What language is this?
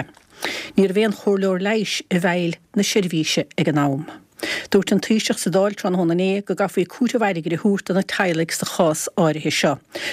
Irish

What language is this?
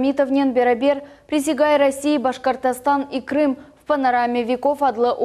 Crimean Tatar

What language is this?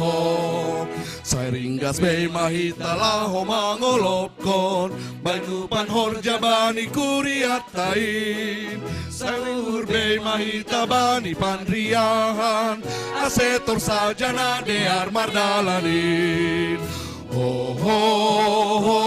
Batak Simalungun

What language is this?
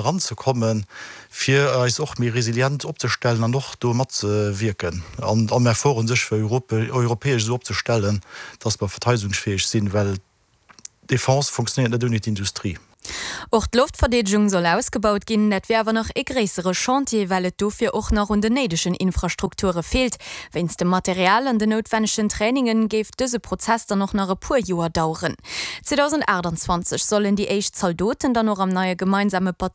Luxembourgish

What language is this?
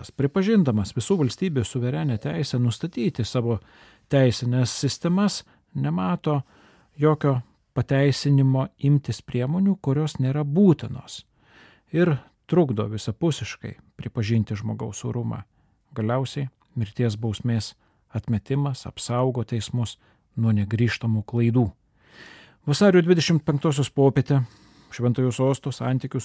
Lithuanian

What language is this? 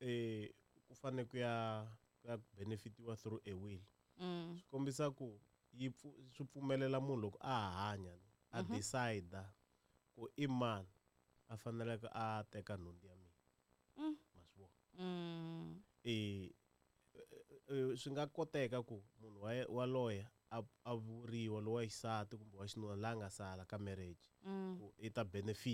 Tsonga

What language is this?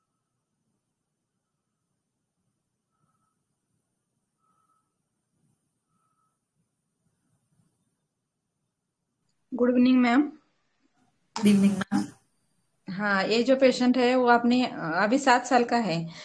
Hindi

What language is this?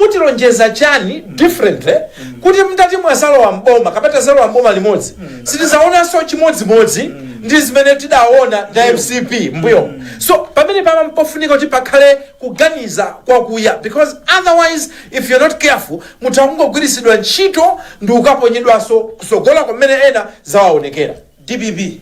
Nyanja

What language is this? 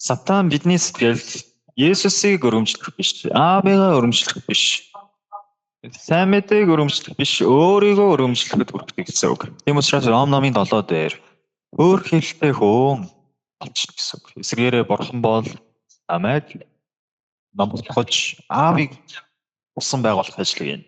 Mongolian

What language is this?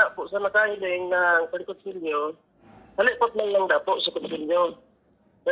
Bikol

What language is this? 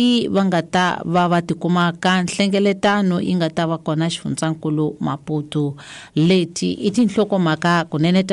Tsonga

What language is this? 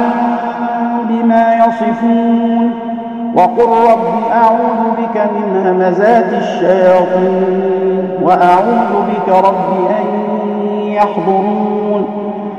Arabic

